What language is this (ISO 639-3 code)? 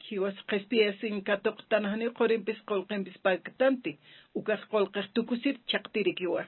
aym